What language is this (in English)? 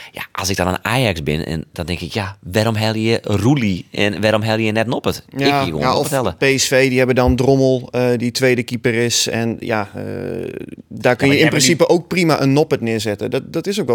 Western Frisian